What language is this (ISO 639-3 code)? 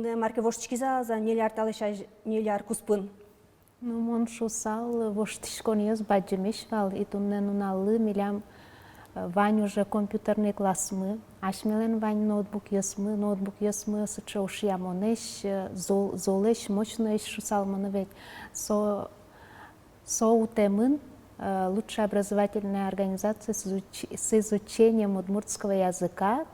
udm